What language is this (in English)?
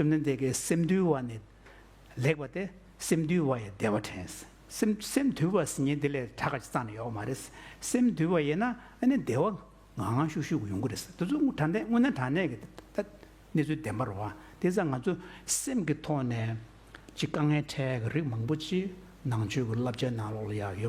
Tibetan